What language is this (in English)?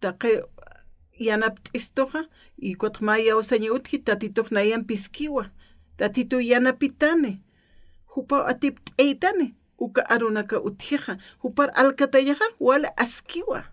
Aymara